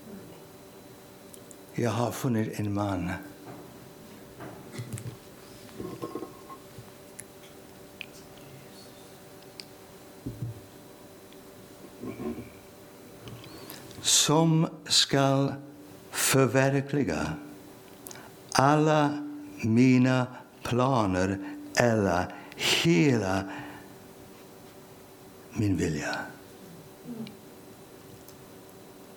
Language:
Swedish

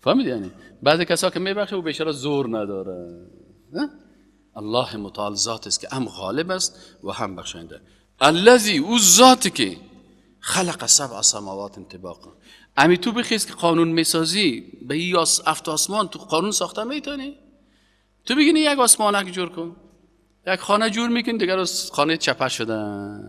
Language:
Persian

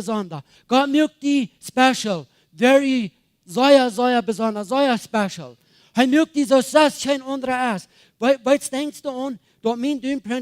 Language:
Plautdietsch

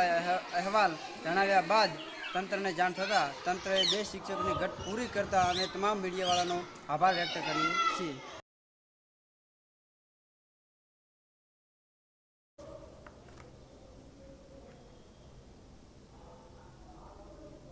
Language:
Gujarati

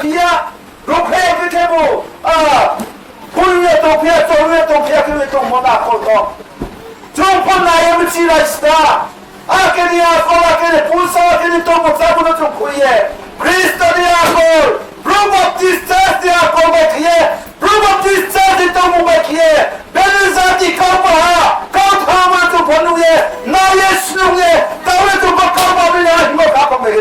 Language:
Riang (India)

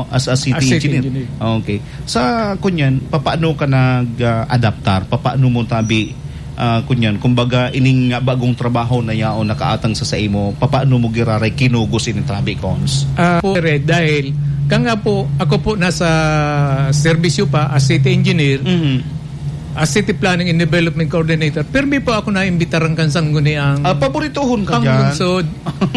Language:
Bikol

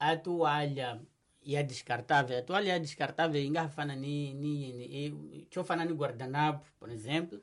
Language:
Tsonga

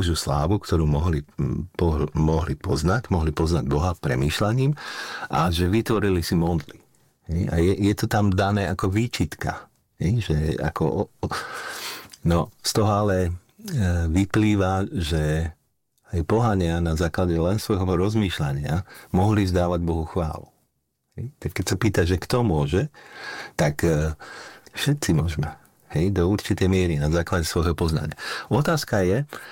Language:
Slovak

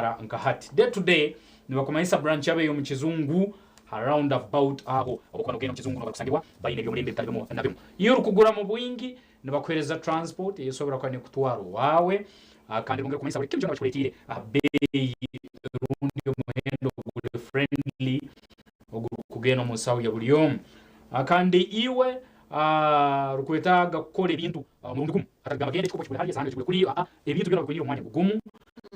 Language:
Nyankole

